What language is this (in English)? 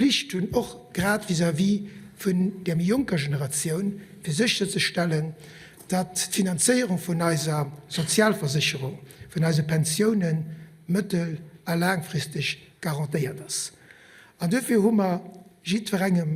Luxembourgish